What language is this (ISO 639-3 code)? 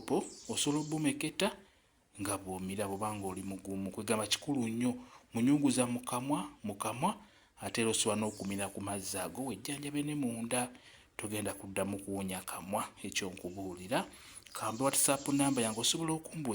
lug